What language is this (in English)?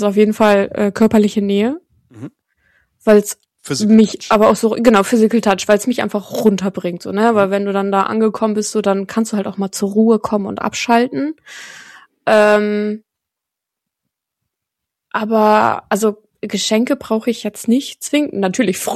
German